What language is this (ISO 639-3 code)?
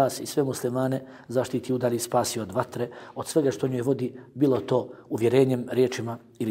bos